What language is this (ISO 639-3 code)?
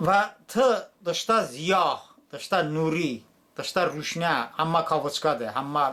tly